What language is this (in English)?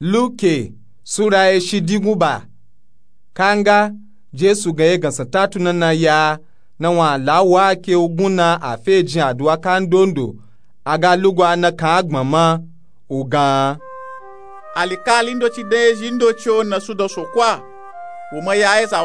Nupe-Nupe-Tako